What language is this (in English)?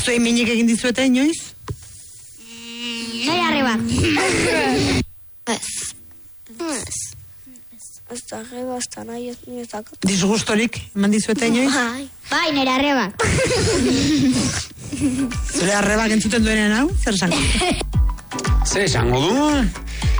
Basque